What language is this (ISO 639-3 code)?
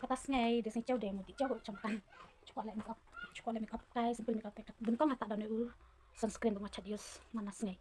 kha